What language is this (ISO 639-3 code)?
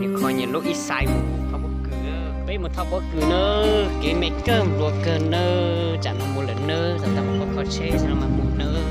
hmn